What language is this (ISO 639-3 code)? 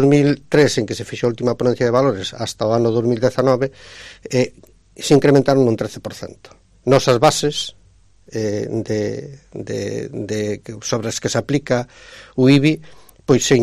glg